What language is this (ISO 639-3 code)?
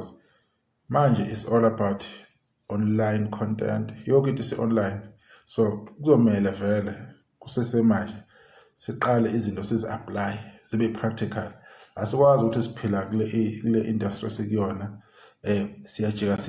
zul